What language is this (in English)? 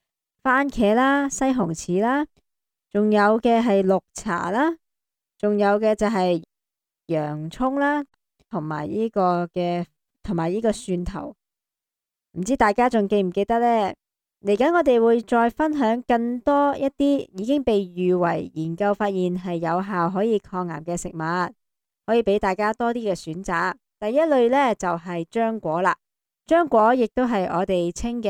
Cantonese